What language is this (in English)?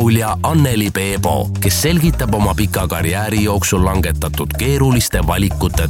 Estonian